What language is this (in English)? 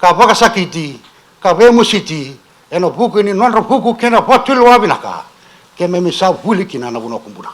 Fijian